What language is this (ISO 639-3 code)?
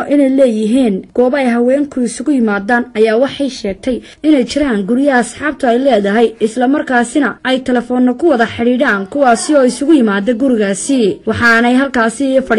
som